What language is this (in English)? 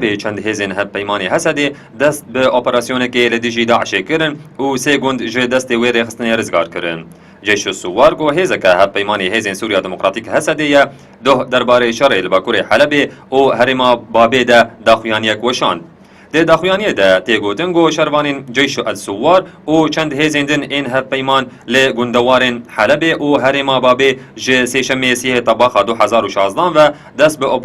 Kurdish